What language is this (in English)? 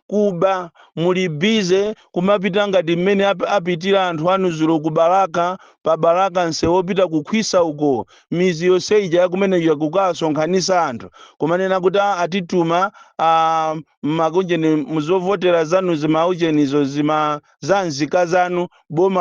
Nyanja